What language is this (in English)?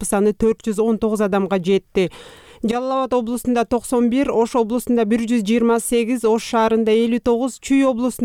Kyrgyz